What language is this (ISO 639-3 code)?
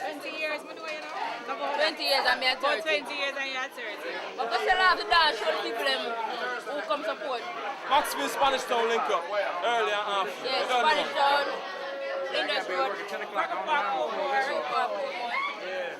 jam